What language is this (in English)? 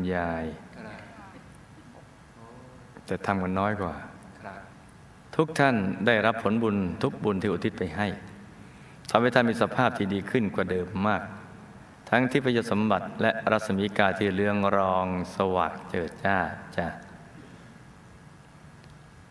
Thai